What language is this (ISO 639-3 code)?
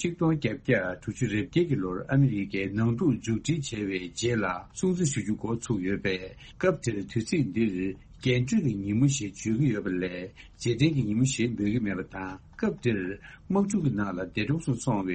bod